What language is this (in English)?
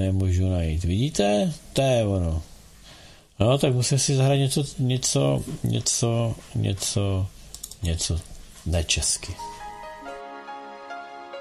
Czech